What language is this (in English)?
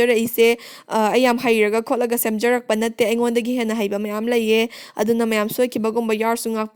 Manipuri